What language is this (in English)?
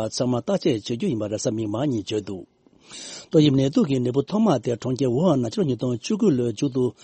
Tibetan